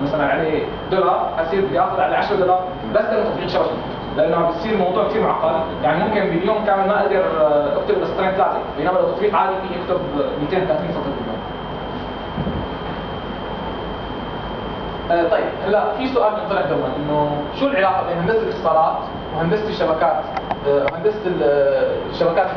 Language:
North Levantine Arabic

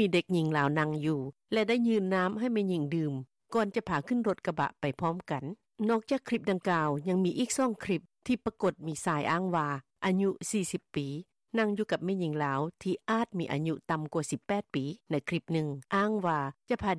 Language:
Lao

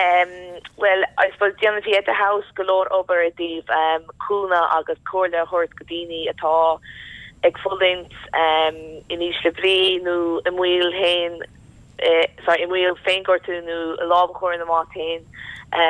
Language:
Irish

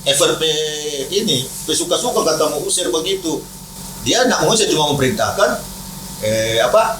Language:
Manado Malay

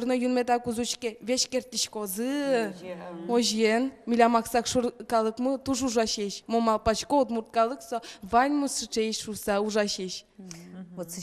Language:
Udmurt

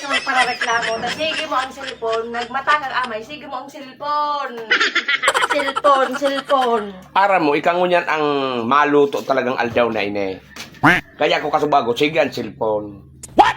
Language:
Bikol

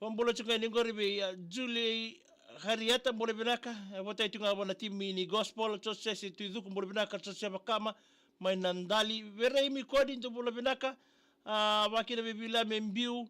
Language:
Fijian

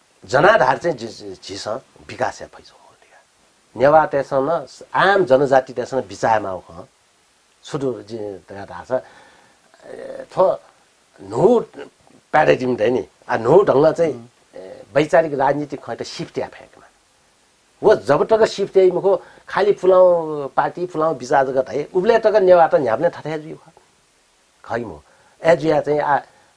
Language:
Newari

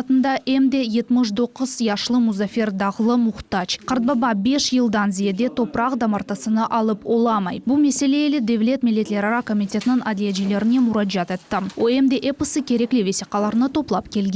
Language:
Crimean Tatar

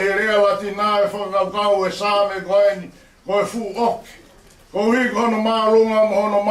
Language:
Tongan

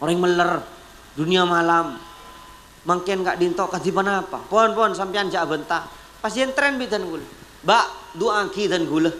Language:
Madurese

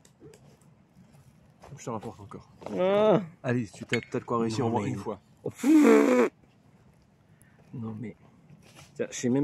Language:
French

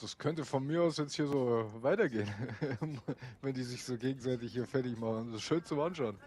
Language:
Bavarian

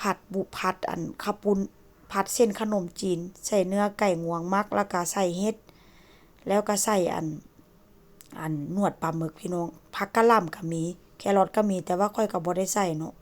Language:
Lao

